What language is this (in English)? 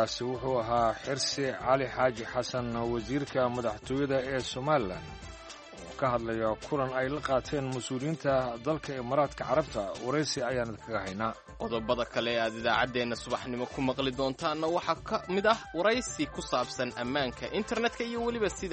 Somali